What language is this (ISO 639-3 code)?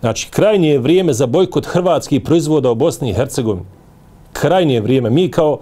bos